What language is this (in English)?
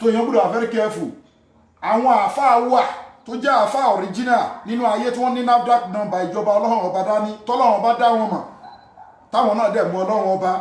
Yoruba